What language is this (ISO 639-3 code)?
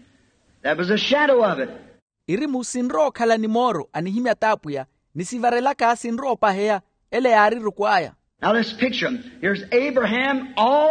vmw